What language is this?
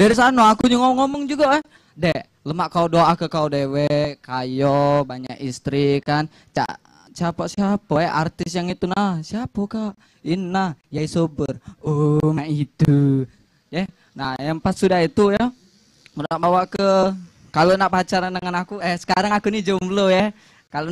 Musi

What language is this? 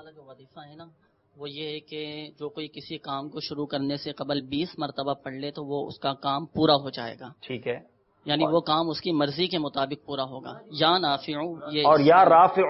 Urdu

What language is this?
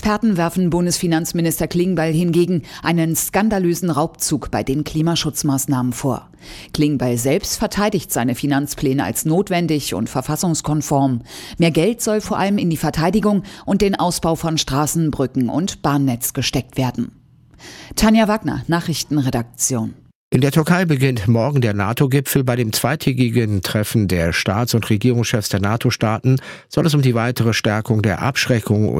German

